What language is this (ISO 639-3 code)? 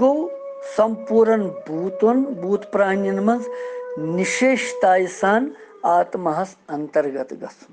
kas